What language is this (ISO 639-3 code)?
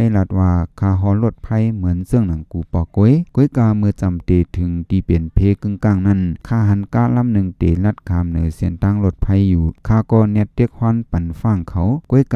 shn